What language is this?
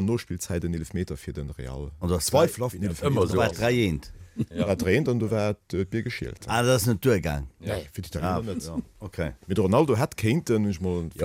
Luxembourgish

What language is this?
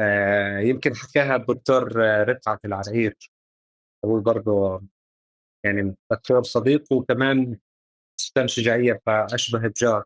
North Levantine Arabic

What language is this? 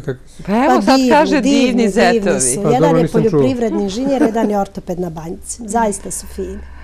Serbian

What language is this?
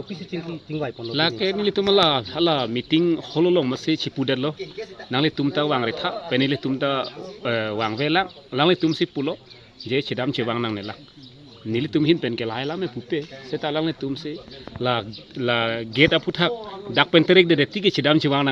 Karbi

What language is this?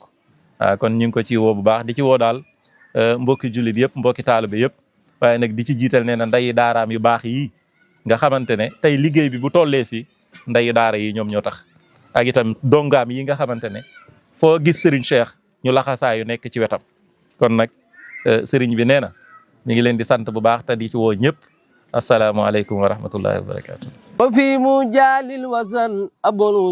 Wolof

